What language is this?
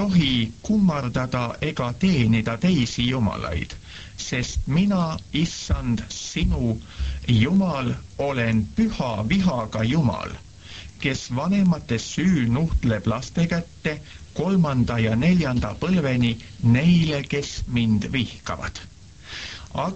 Estonian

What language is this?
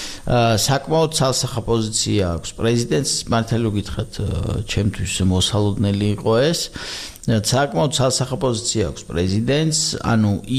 Georgian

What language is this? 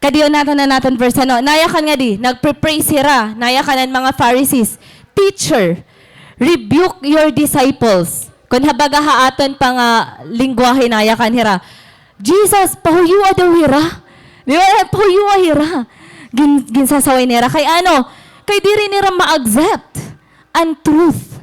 Waray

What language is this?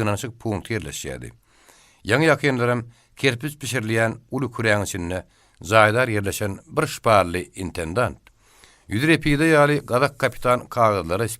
Turkmen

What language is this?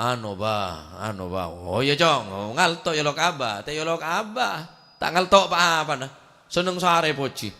Madurese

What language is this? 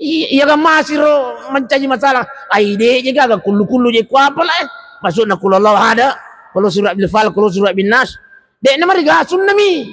Buginese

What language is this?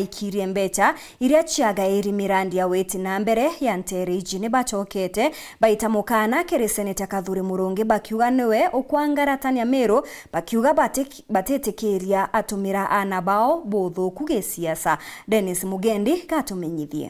Meru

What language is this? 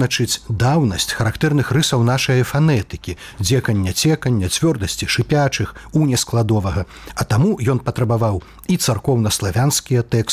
Belarusian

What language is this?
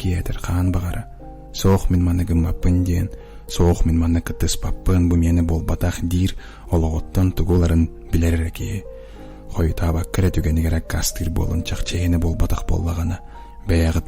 Yakut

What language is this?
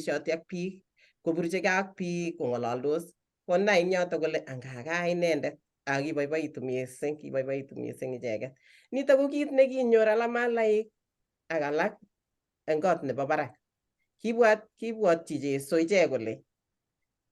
Kalenjin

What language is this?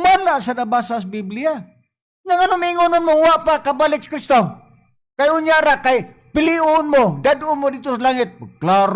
Cebuano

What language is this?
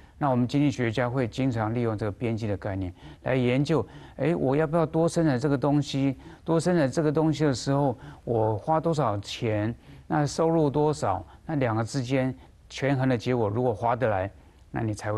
Chinese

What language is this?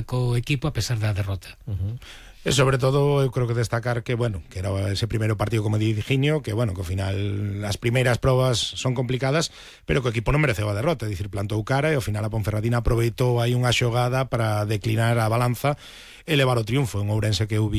Galician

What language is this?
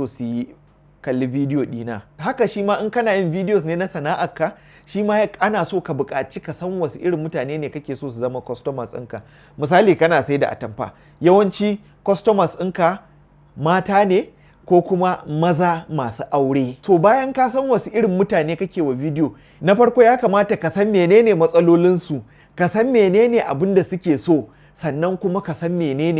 Hausa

